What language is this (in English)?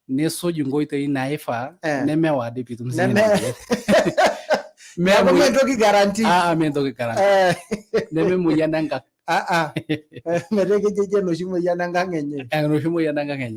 Masai